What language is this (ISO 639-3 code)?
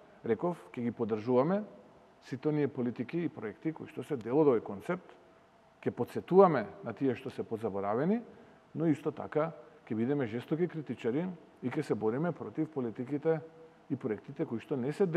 mkd